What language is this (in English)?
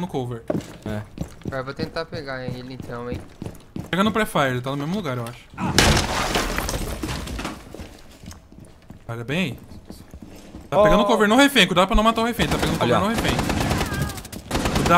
Portuguese